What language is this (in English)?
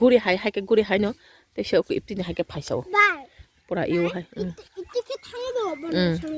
Kok Borok